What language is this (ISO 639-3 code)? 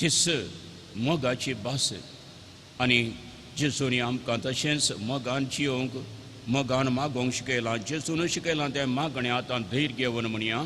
kok